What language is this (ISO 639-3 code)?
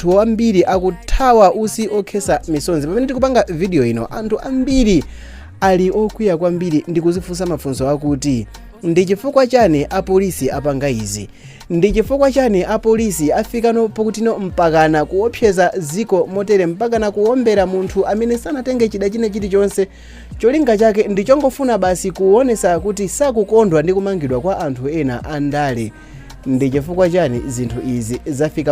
nya